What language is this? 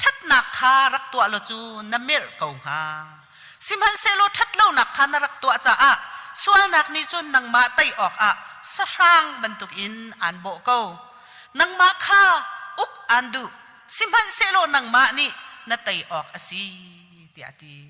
Hakha Chin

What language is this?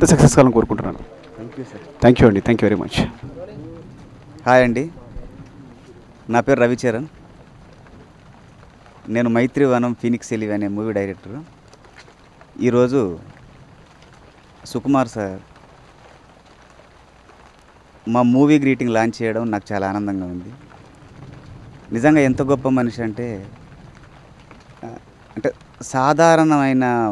Telugu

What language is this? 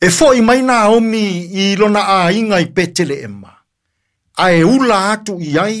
Samoan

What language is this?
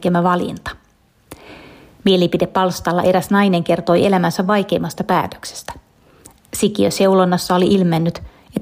Finnish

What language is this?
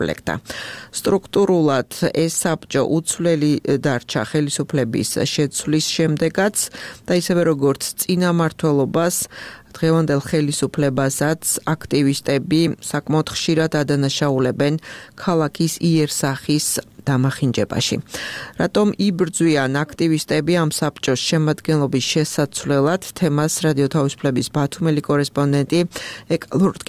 Georgian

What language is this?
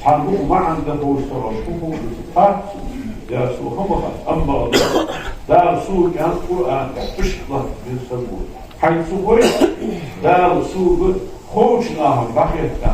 Ingush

